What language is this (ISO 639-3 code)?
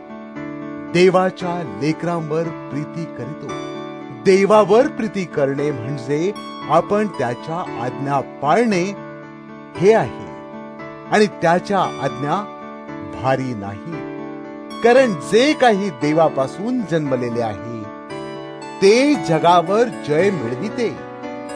mar